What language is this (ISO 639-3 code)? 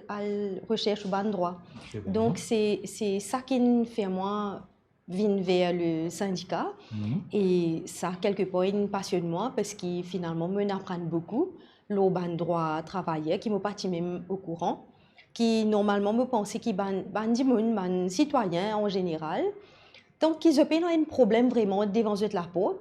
mfe